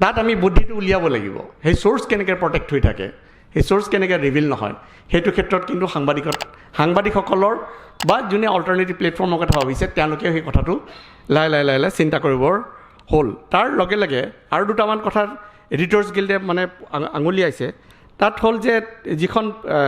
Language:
Assamese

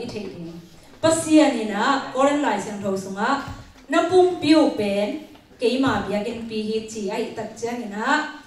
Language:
Tedim Chin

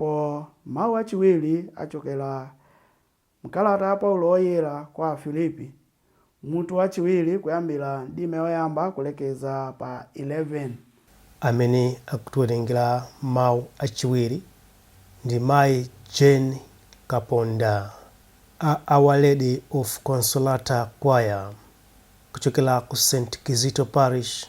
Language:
Nyanja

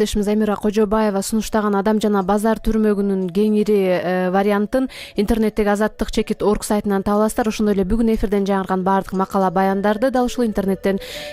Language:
Kyrgyz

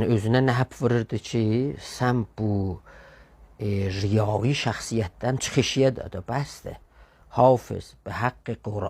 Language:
South Azerbaijani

